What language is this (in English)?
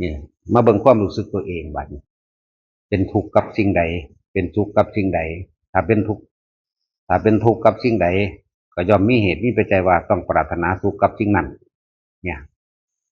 Northeastern Thai